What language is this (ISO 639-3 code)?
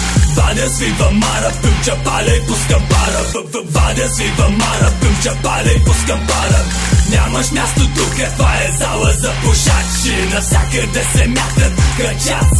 bul